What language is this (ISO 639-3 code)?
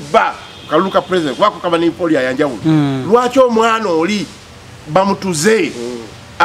lug